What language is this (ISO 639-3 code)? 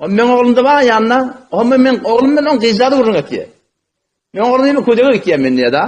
tuk